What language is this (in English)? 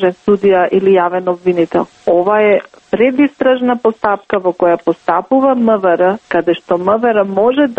Macedonian